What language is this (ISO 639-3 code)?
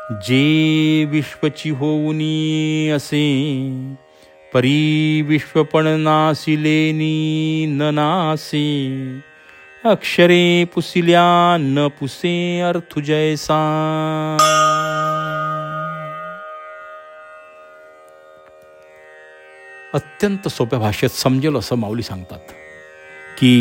mar